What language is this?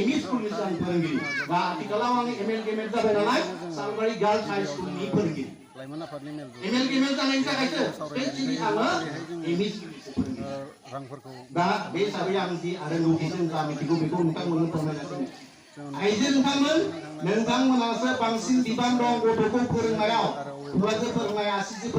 Bodo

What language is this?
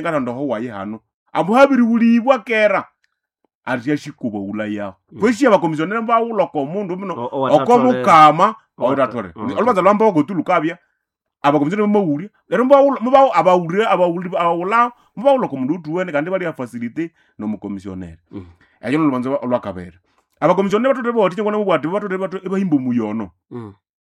Nande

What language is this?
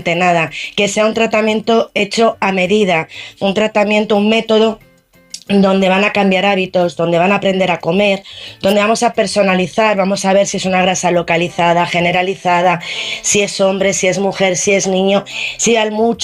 Spanish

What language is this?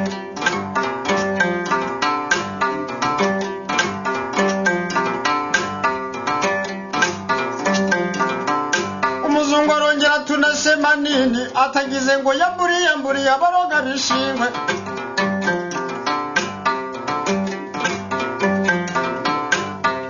Kinyarwanda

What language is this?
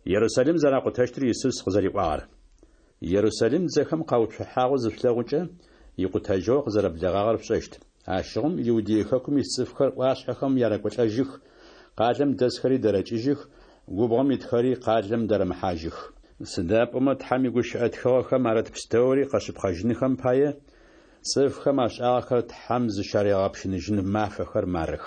Adyghe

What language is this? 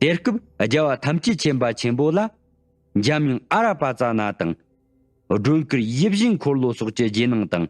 Tibetan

